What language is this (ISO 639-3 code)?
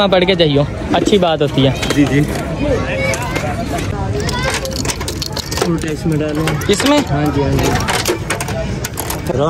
hin